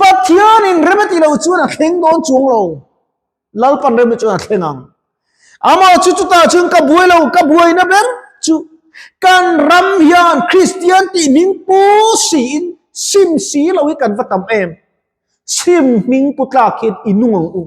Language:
Mizo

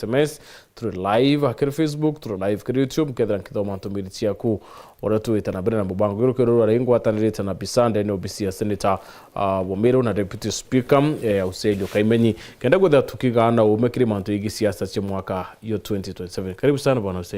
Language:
Meru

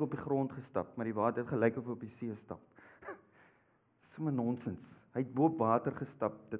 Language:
Afrikaans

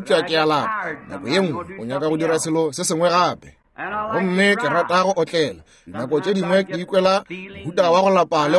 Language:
Northern Sotho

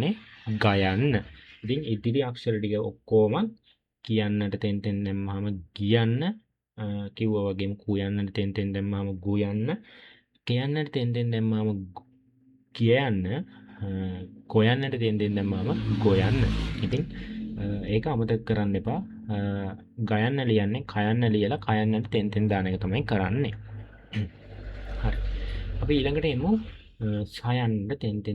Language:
Sinhala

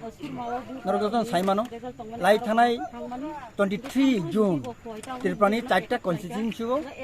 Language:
Kok Borok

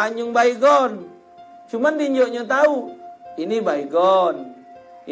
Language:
Musi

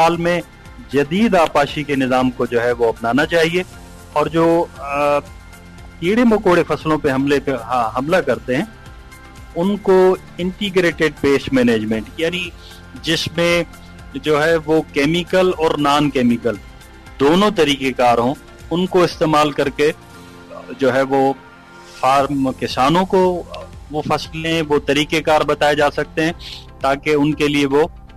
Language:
Urdu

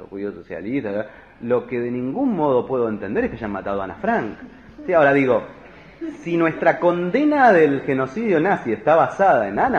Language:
Spanish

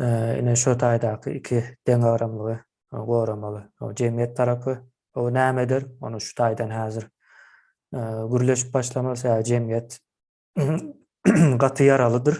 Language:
Turkmen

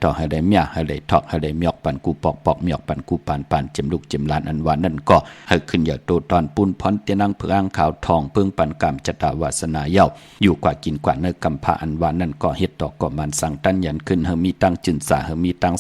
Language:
Shan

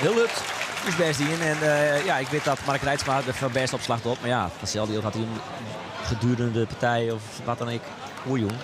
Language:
Western Frisian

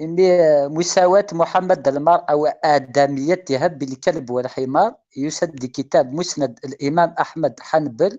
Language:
Kabyle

